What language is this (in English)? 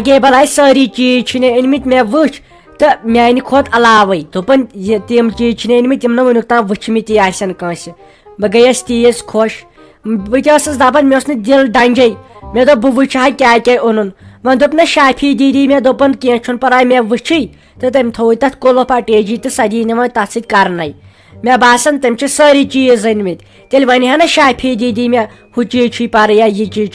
Kashmiri